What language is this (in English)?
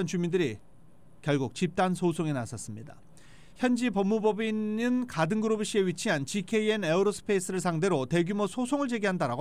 Korean